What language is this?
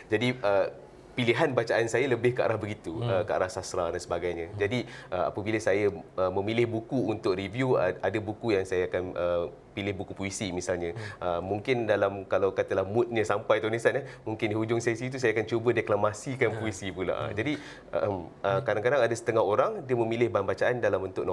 Malay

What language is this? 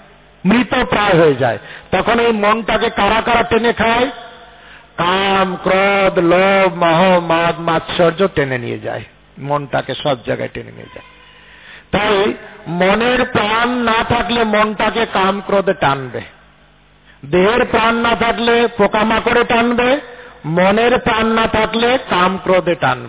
Bangla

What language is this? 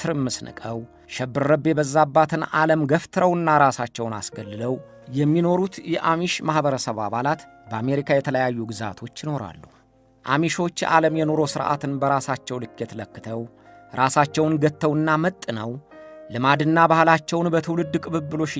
Amharic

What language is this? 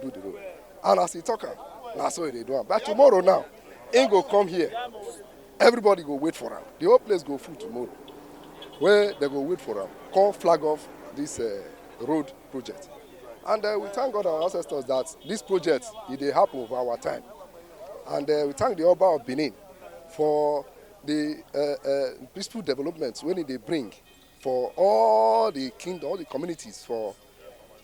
Nigerian Pidgin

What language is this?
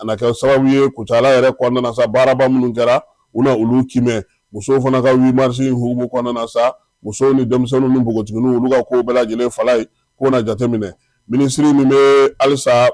Bambara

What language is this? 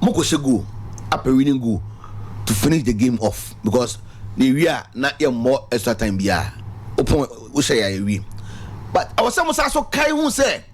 Akan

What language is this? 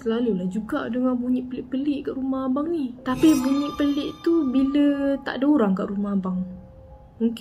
Malay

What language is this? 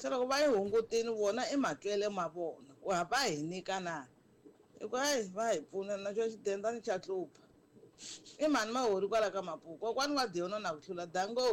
Tsonga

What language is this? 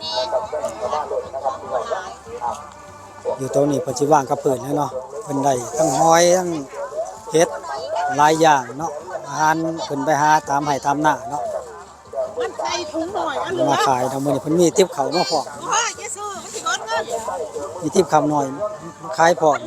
Northeastern Thai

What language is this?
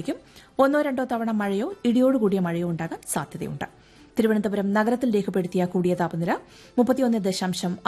Malayalam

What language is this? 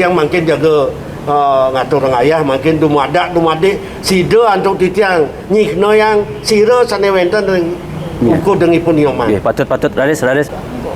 Balinese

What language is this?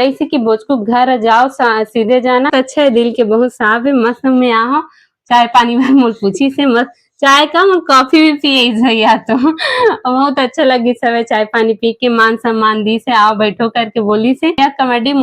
Chhattisgarhi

